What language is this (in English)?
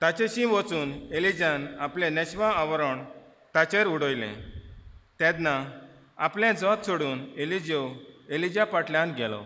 Konkani